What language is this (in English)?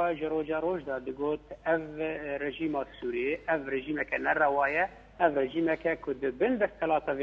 Kurdish